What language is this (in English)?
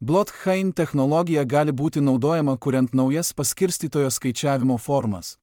Lithuanian